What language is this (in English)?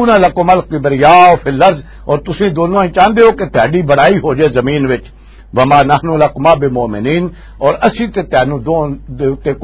Western Panjabi